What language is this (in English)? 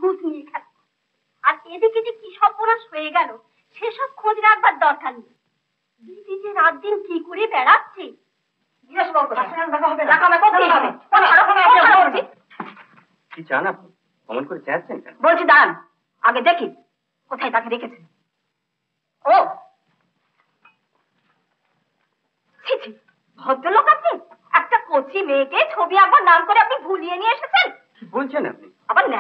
Bangla